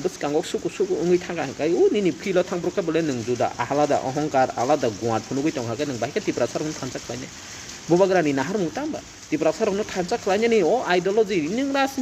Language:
Kok Borok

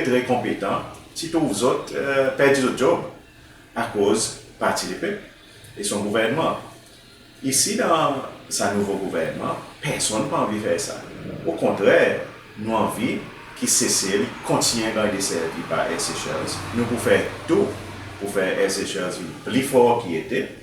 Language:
Seselwa Creole French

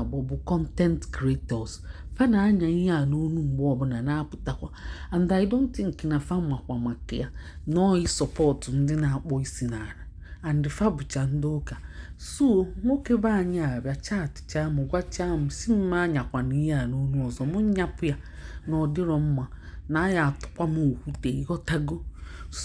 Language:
Igbo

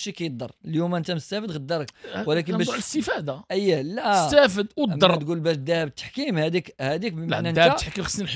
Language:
Moroccan Arabic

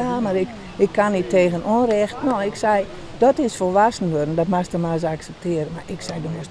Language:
Western Frisian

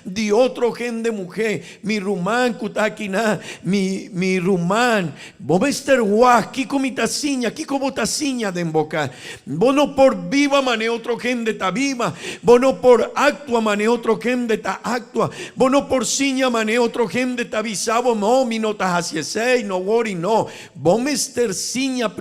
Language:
Papiamento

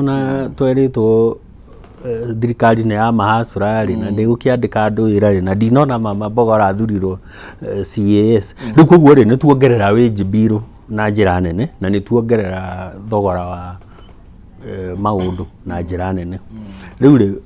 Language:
Kikuyu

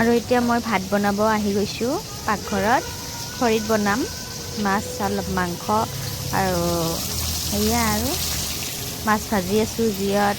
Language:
Assamese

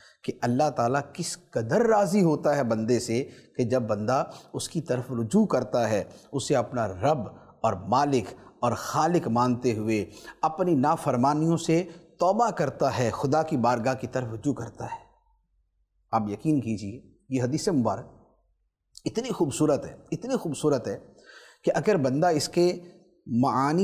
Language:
Urdu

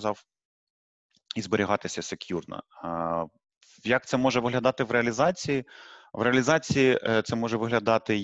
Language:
Ukrainian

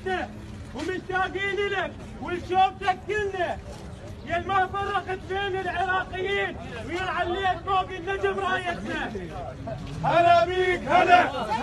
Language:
Mesopotamian Arabic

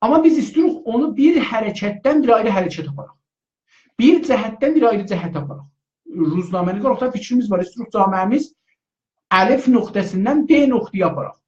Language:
South Azerbaijani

